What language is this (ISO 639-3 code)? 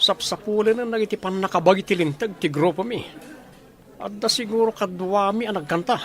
ilo